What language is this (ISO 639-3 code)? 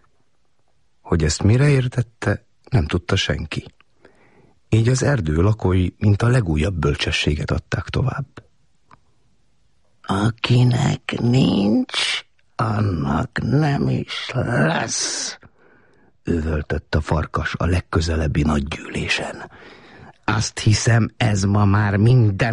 hun